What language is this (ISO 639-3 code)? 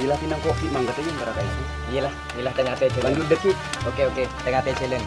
mad